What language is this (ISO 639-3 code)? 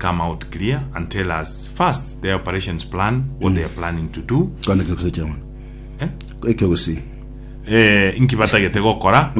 guz